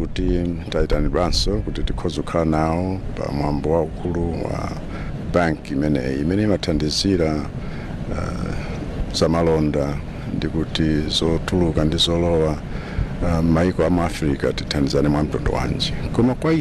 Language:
Nyanja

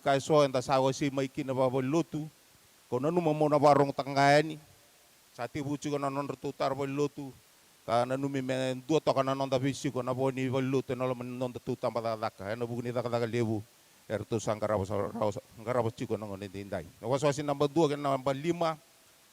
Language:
Fijian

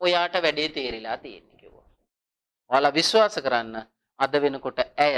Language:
Sinhala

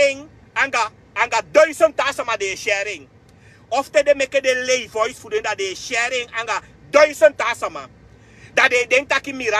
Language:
Sranan Tongo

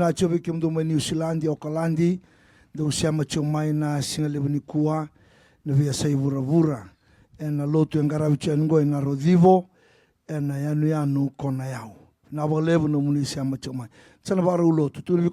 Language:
Fijian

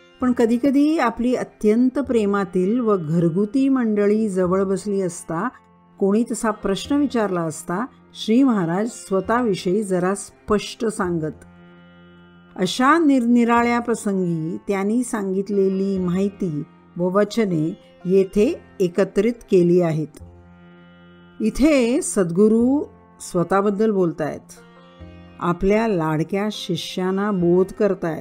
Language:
Marathi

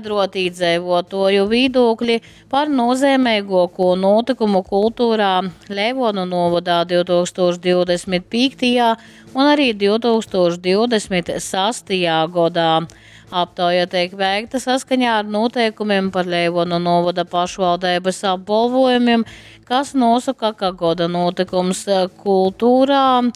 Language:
Latgalian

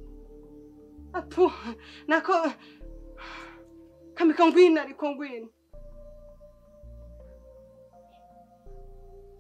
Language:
Kinyarwanda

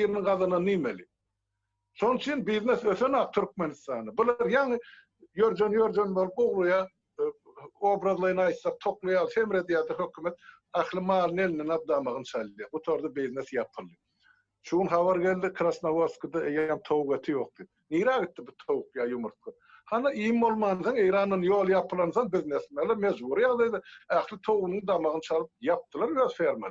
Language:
Turkmen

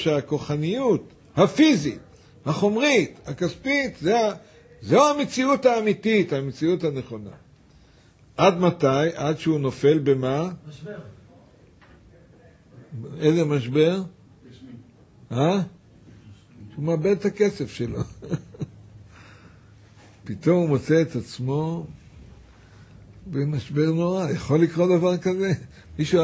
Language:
Hebrew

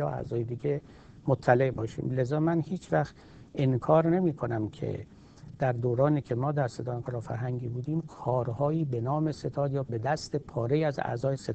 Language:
Persian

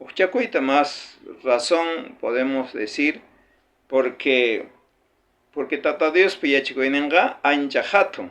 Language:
South Bolivian Quechua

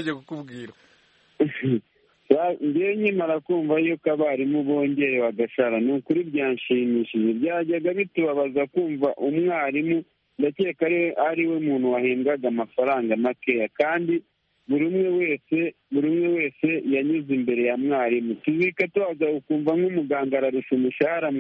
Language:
Kinyarwanda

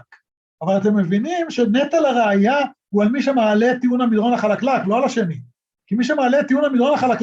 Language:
Hebrew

